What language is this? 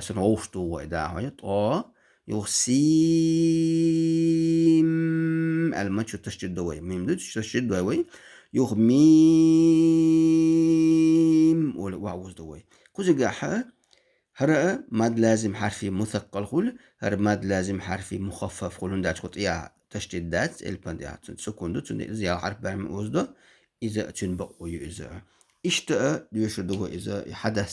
Chechen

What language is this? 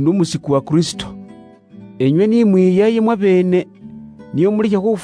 Luyia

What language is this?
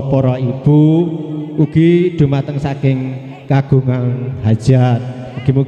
Javanese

